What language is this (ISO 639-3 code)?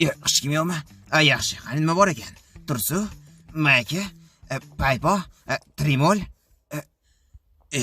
uzb